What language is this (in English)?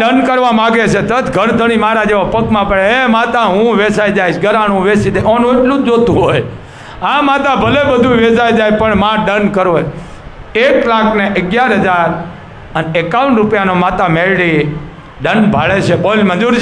Gujarati